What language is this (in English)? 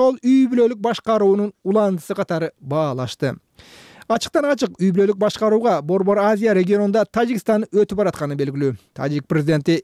Kyrgyz